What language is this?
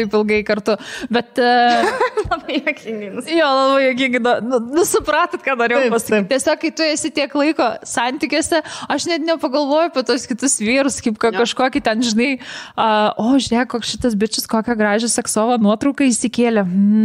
Lithuanian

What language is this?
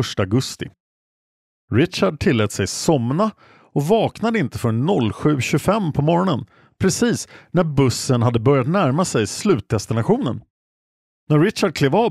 Swedish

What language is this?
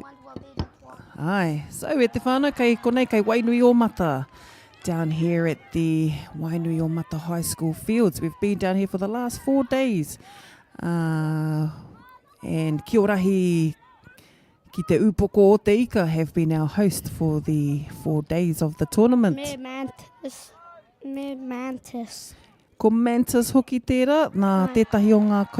Māori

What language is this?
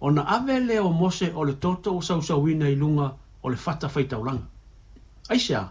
Samoan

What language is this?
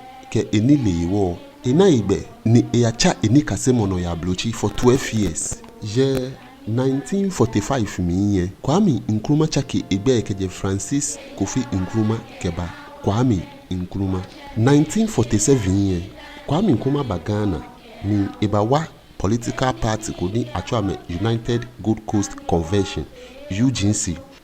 Ga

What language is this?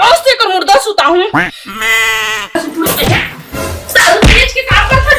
Chhattisgarhi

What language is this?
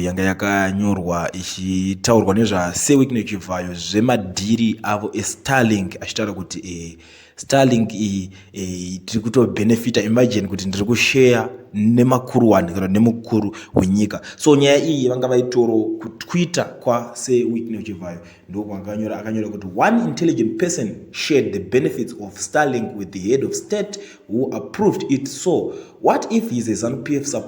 Shona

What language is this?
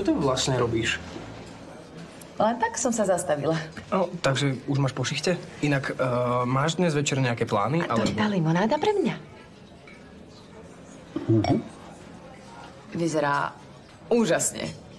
Slovak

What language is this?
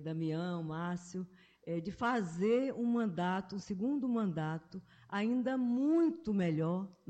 Portuguese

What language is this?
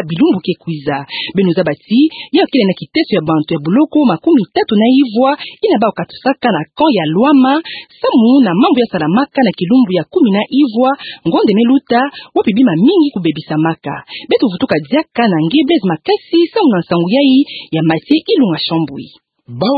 Kituba (Democratic Republic of Congo)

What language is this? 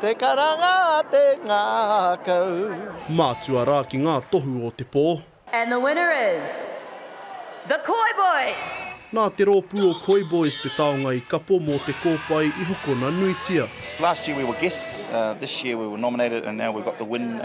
Māori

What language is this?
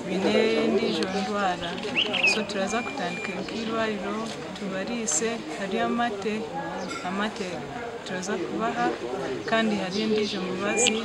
Nyankole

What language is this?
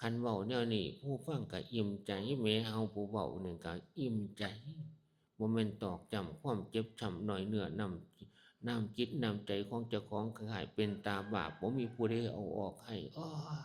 Northeastern Thai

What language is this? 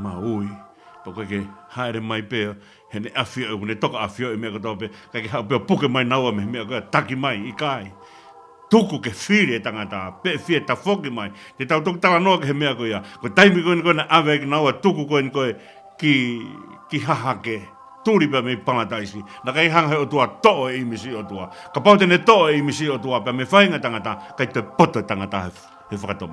Tongan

